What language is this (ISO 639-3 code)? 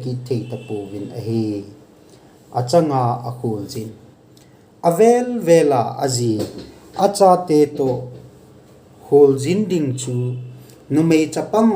tcz